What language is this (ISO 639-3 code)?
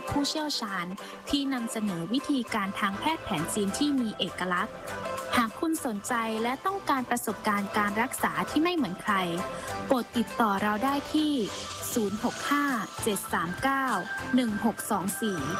tha